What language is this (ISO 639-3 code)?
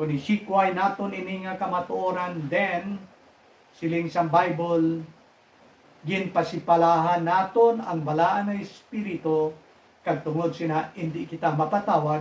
hil